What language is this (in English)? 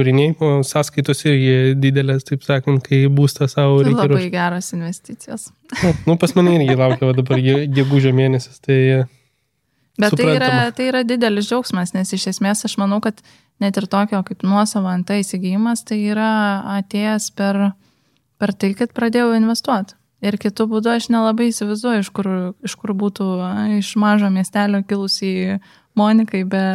Lithuanian